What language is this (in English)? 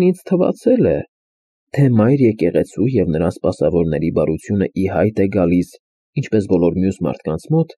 Armenian